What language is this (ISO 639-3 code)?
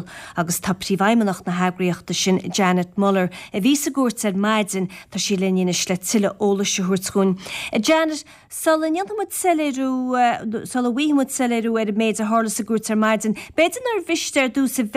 gle